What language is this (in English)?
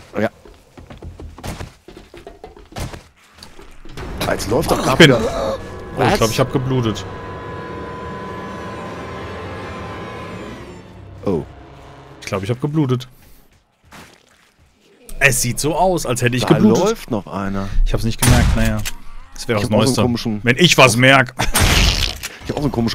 German